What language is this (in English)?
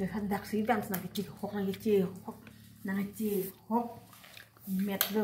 Karbi